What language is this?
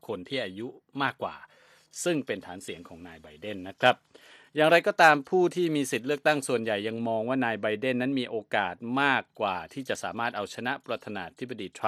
Thai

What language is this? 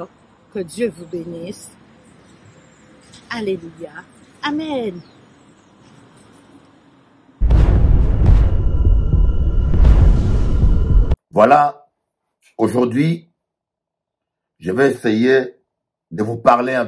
French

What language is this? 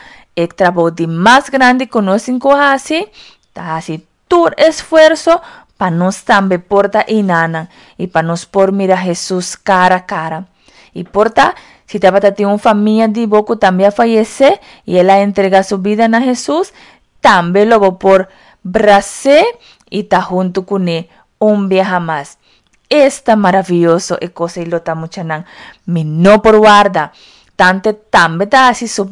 Papiamento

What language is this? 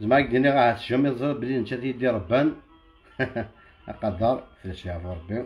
Kabyle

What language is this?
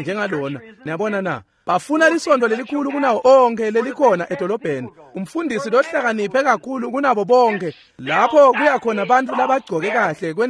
Swati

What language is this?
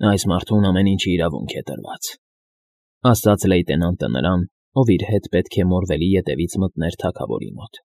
Armenian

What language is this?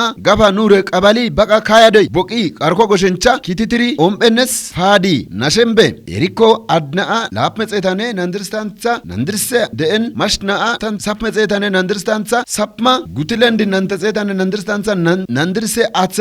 Kafa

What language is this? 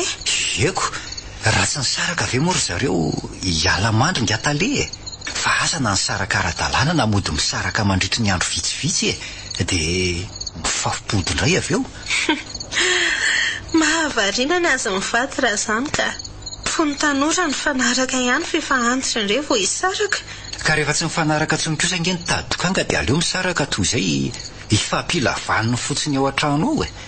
Malagasy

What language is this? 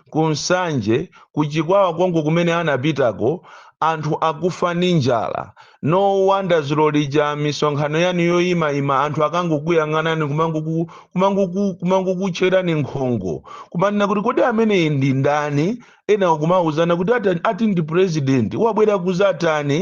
Nyanja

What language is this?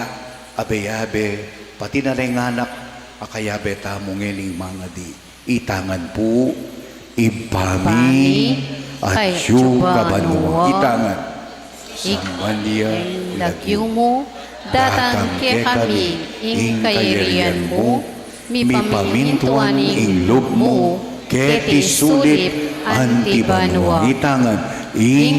Pampanga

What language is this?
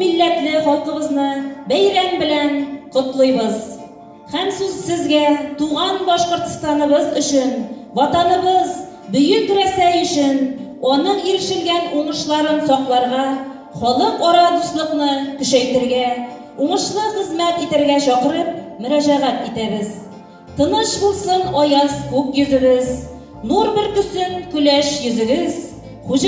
Bashkir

